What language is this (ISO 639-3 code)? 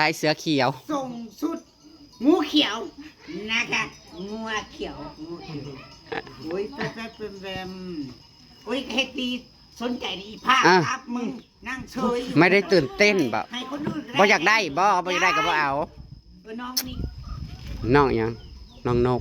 tts